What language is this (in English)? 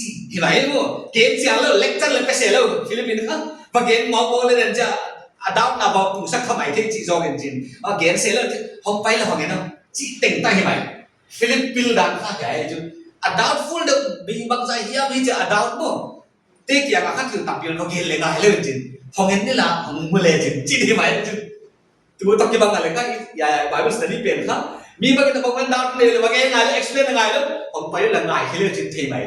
Paite Chin